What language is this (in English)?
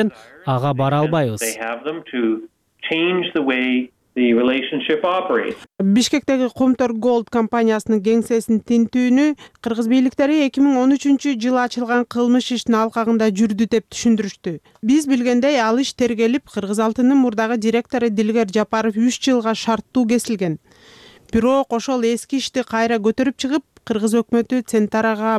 Kyrgyz